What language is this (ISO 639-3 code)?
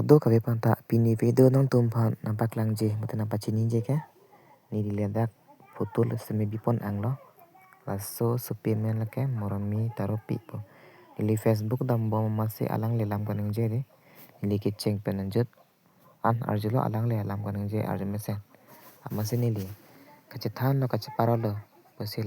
mjw